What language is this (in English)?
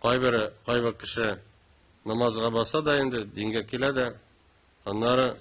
Tatar